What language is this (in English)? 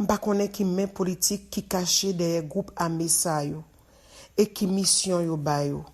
Haitian Creole